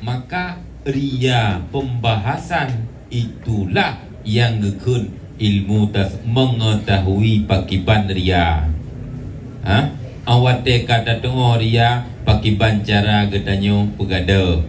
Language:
Achinese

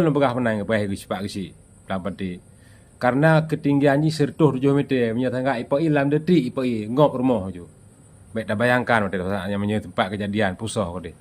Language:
Achinese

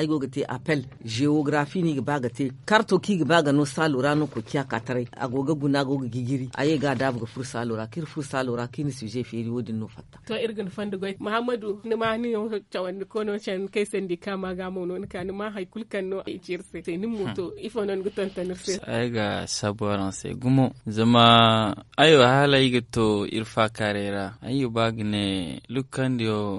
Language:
Zarma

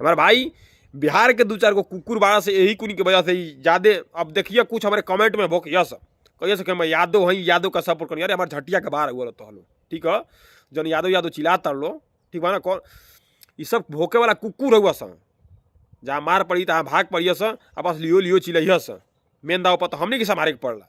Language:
Bhojpuri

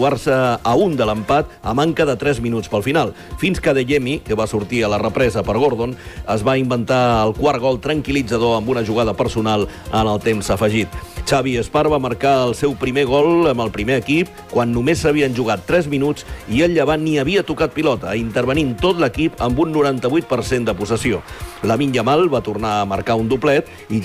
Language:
Catalan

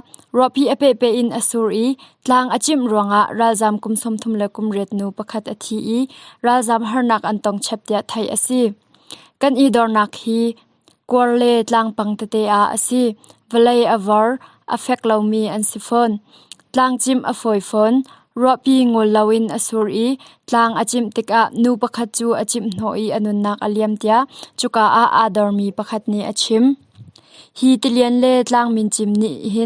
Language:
Hakha Chin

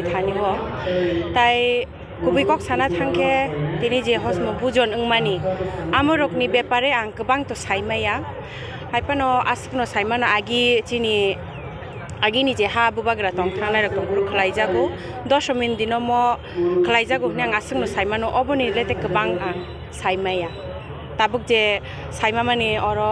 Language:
Kok Borok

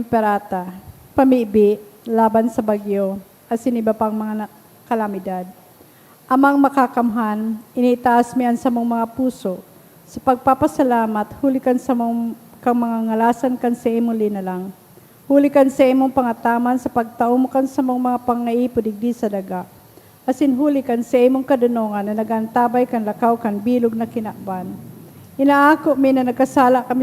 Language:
Bikol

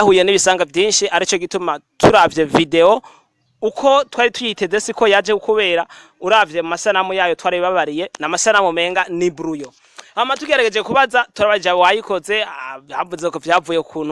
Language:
Rundi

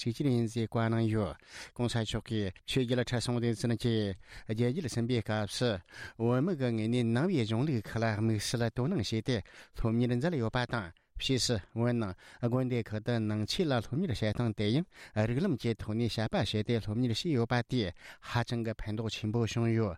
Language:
Tibetan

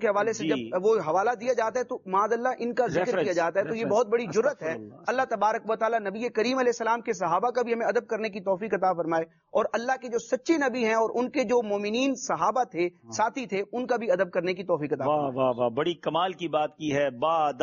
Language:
Urdu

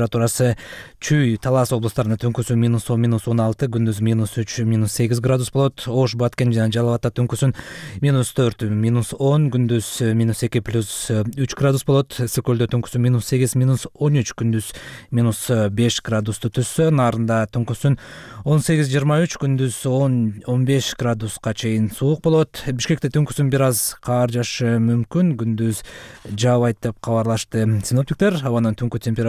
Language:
Kyrgyz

